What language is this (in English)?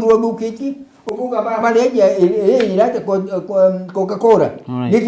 Meru